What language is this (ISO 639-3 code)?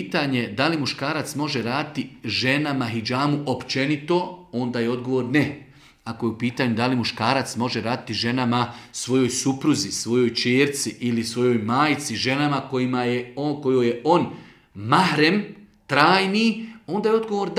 bos